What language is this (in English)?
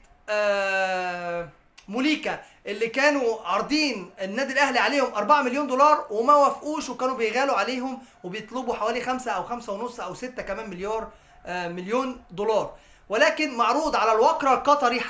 Egyptian Arabic